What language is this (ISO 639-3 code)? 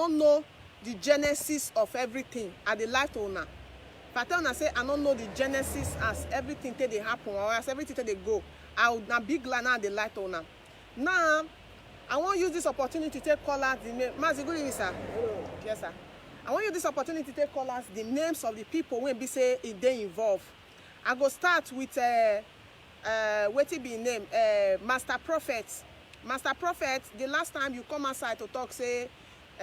pcm